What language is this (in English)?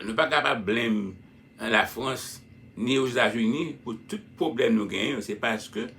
Haitian Creole